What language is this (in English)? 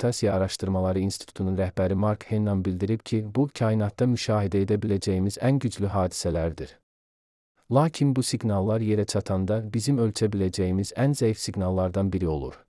Azerbaijani